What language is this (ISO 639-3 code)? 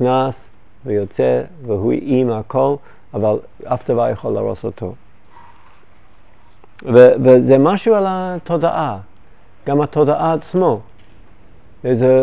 heb